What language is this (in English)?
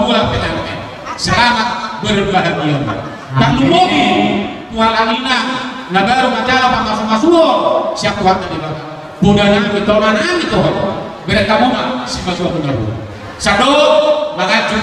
Batak Toba